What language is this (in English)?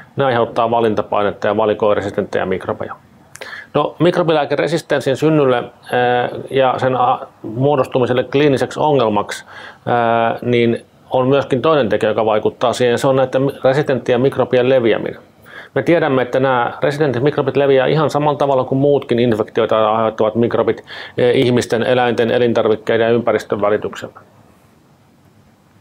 Finnish